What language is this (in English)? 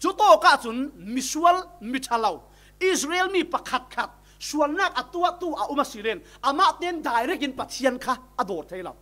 Falam Chin